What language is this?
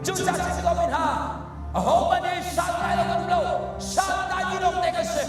Hakha Chin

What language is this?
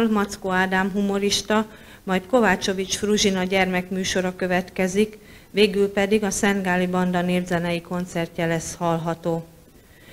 Hungarian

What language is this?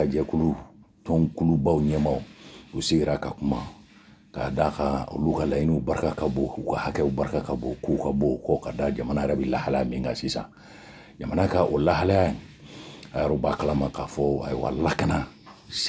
Bambara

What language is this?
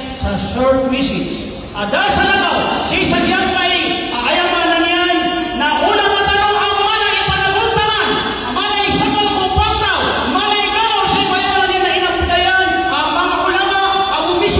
Maranao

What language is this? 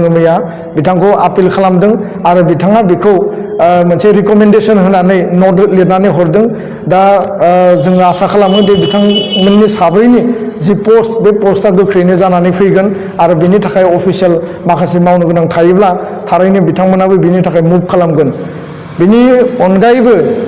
Bodo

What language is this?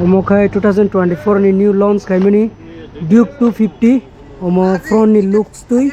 Kok Borok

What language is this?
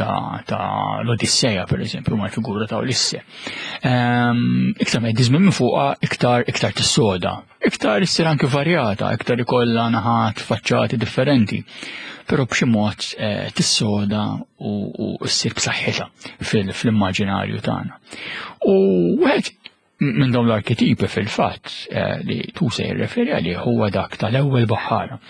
Maltese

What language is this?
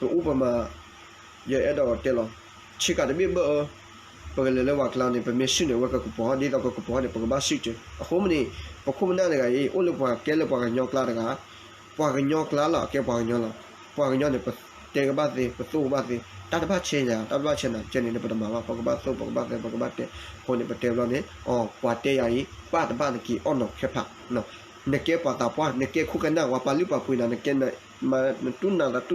S'gaw Karen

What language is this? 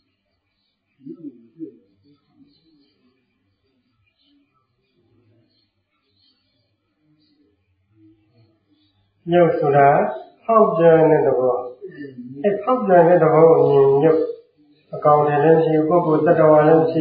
Burmese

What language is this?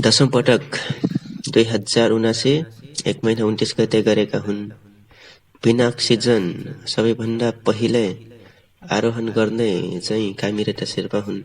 Nepali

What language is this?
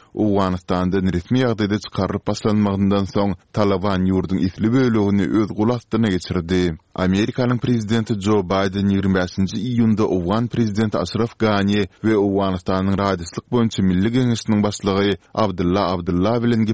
Turkmen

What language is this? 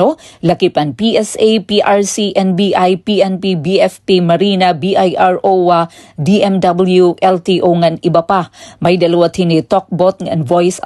Waray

